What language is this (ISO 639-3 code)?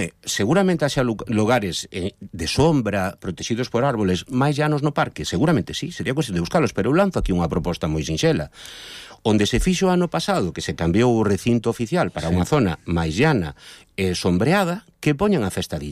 glg